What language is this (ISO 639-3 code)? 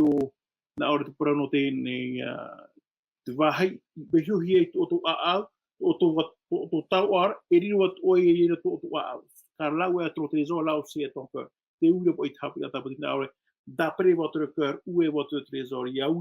tah